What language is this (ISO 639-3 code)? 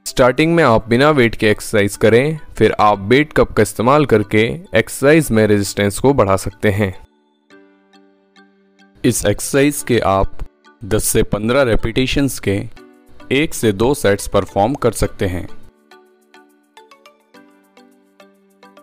hin